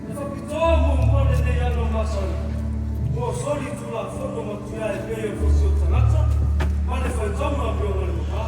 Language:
Samoan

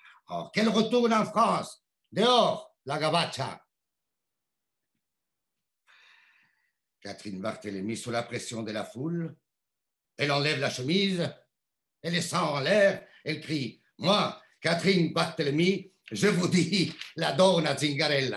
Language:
French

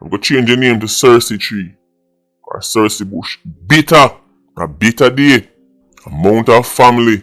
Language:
Jamaican Creole English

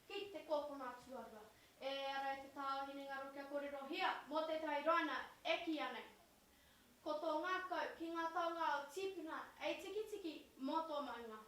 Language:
Māori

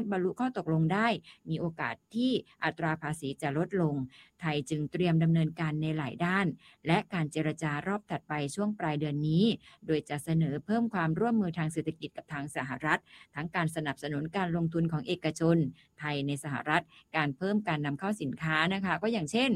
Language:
Thai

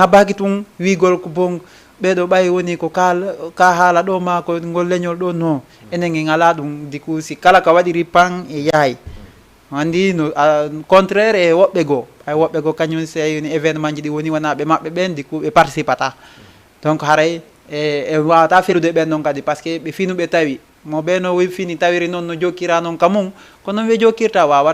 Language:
Fula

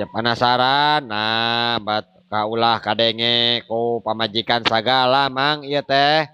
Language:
Sundanese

